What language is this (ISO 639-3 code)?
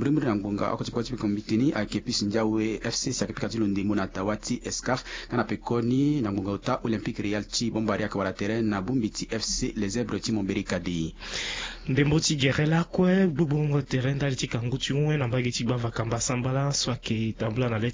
sag